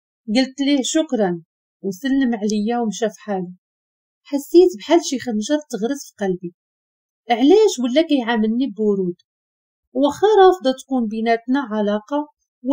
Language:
Moroccan Arabic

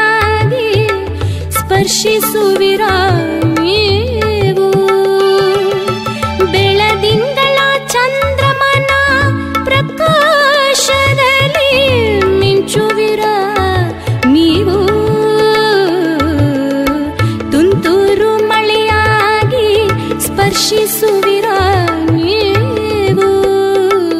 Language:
Kannada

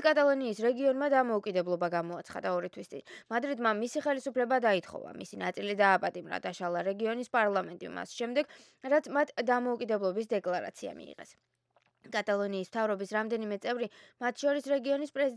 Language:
Georgian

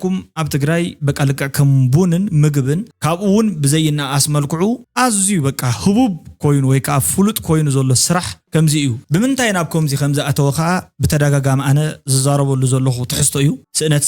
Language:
Tigrinya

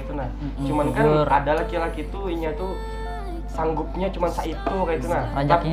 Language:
Banjar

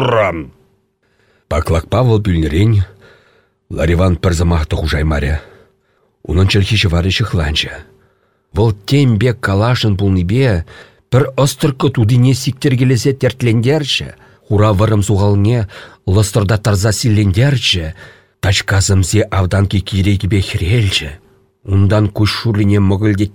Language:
Chuvash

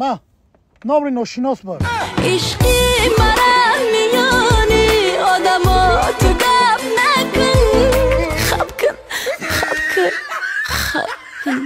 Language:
Tajik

